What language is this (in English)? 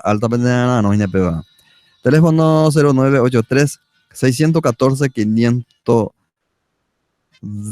Guarani